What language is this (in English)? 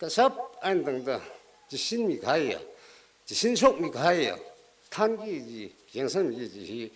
Tangkhul Naga (India)